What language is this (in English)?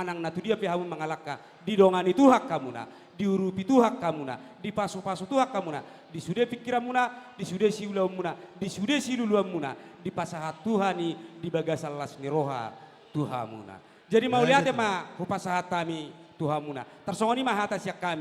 Batak Toba